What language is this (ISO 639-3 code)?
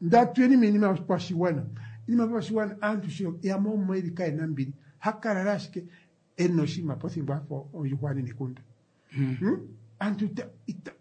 kua